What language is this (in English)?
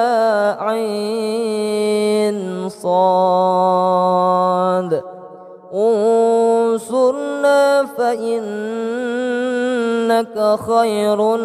Arabic